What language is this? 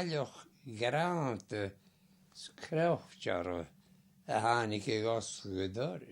Scottish Gaelic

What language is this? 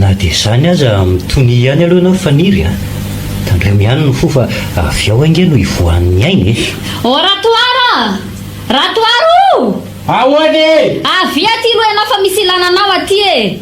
Malagasy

